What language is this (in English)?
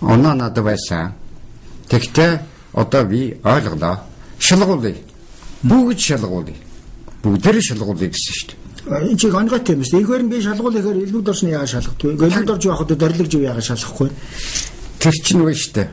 Mongolian